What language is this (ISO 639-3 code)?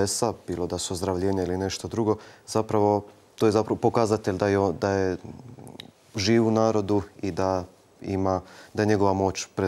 hrv